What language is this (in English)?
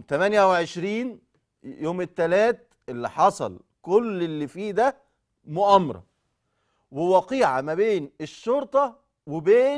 Egyptian Arabic